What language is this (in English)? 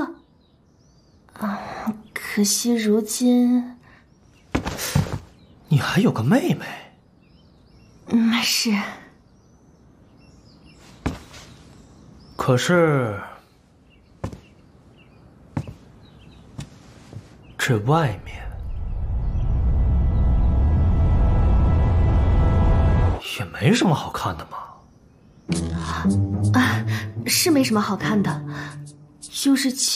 Chinese